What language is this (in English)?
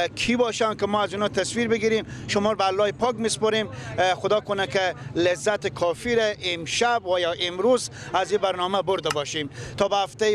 Persian